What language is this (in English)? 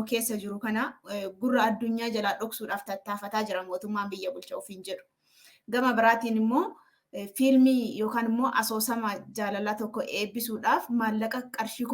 Oromo